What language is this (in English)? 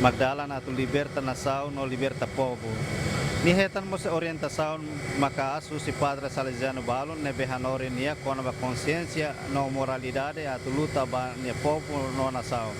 Tetum